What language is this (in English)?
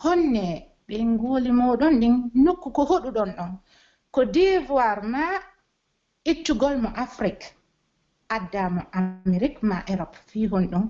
Pular